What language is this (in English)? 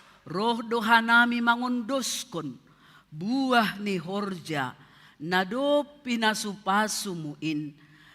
Batak Simalungun